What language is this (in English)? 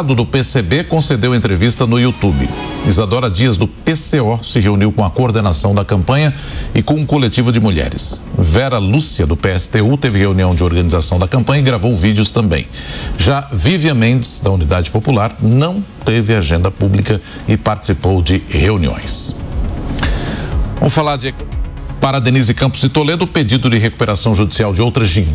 Portuguese